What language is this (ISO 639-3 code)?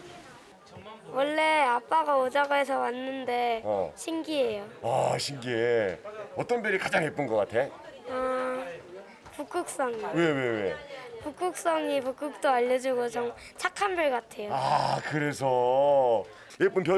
kor